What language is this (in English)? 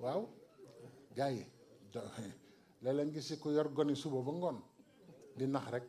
Wolof